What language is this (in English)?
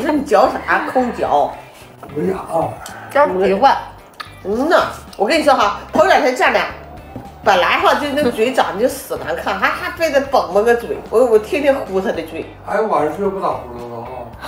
Chinese